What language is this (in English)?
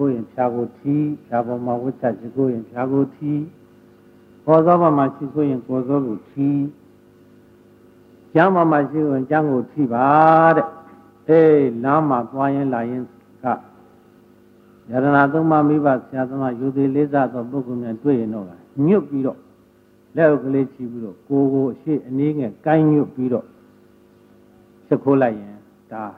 Burmese